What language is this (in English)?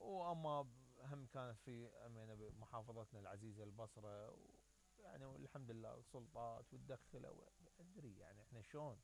Mesopotamian Arabic